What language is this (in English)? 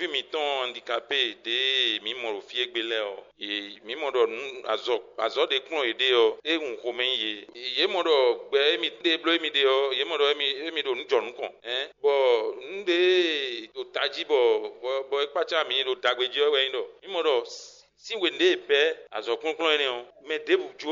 Fon